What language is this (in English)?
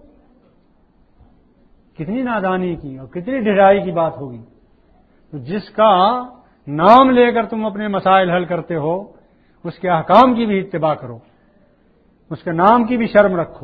Urdu